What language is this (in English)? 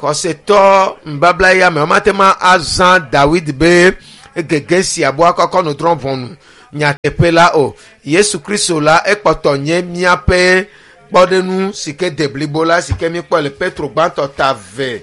Ewe